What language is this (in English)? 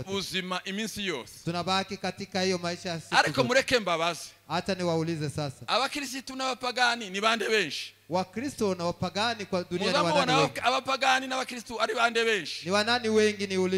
Kinyarwanda